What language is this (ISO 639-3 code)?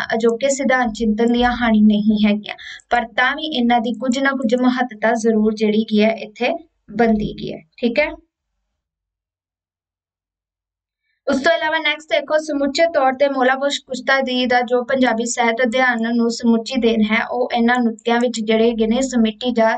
pan